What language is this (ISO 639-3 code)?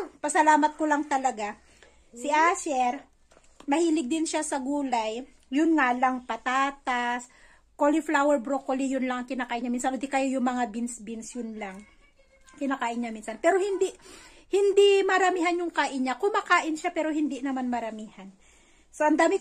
fil